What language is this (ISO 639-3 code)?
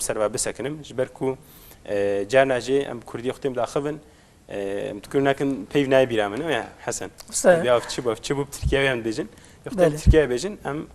kur